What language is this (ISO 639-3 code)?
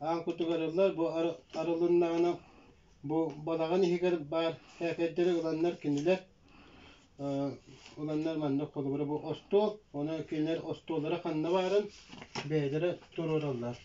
sah